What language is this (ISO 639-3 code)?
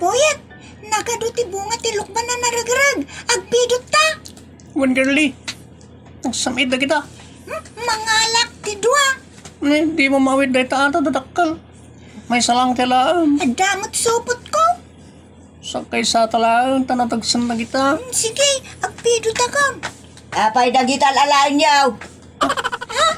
ilo